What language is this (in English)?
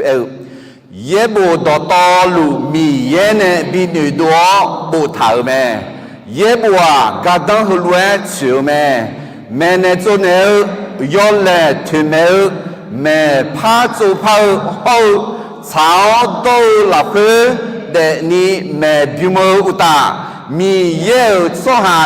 Akha